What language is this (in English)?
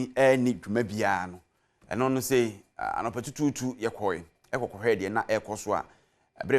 Akan